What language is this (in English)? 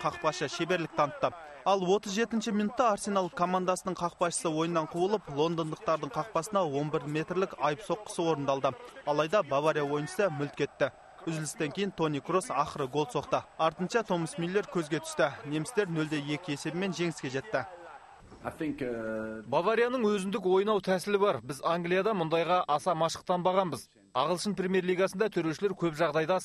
Kazakh